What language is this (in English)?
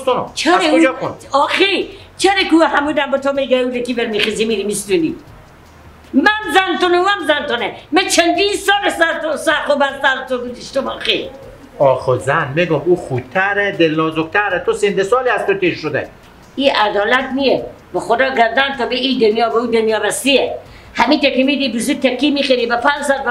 Persian